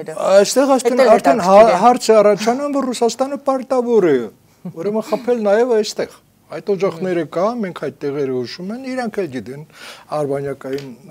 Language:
Armenian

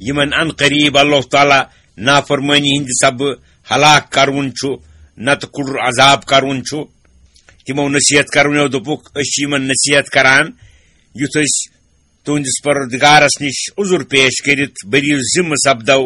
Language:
Kashmiri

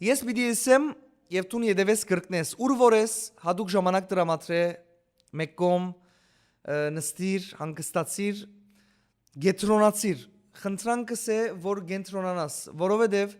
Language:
Western Armenian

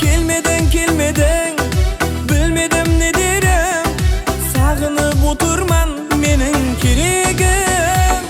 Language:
Kara-Kalpak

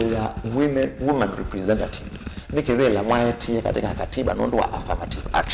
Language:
Kamba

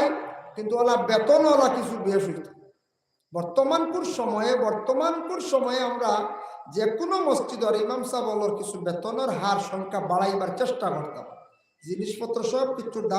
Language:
Sylheti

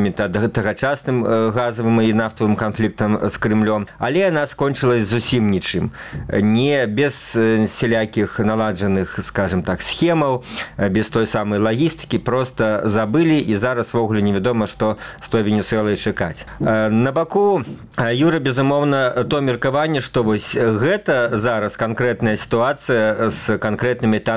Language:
Belarusian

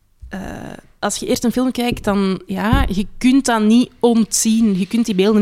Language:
Dutch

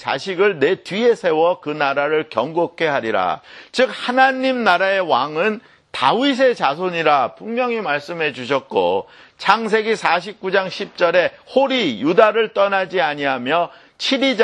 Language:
Korean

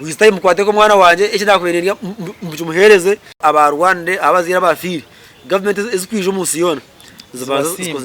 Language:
Nyankole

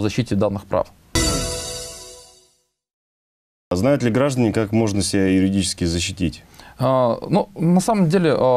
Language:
Russian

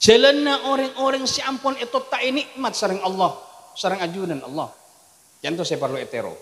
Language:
Madurese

